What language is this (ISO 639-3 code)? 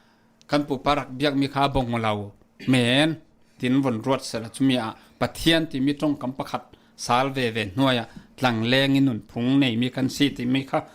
cfm